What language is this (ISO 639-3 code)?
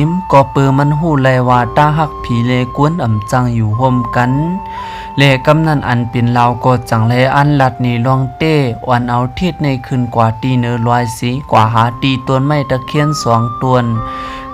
shn